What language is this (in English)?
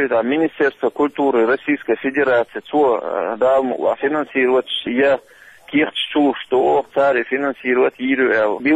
Chechen